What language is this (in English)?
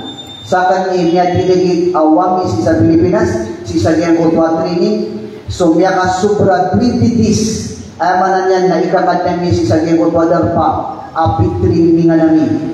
Maranao